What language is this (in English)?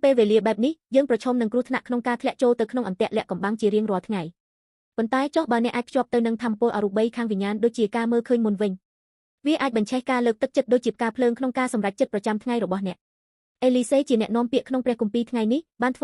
Khmer